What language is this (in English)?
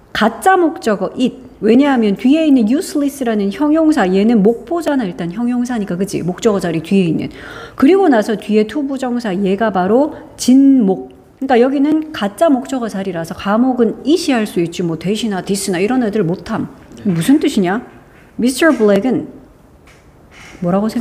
Korean